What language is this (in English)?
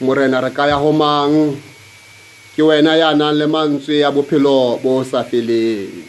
Southern Sotho